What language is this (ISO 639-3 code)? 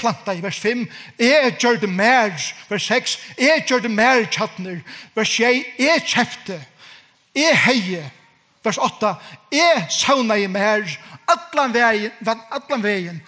fao